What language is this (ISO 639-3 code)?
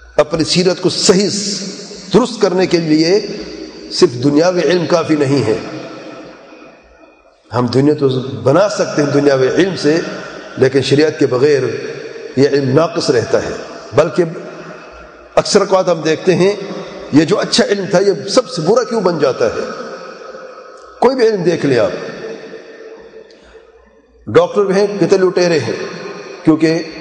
urd